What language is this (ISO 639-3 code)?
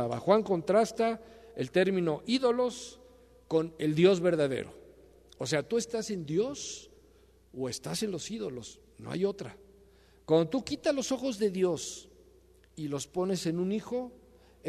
spa